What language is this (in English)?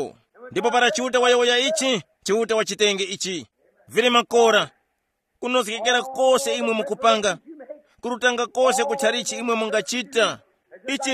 Tumbuka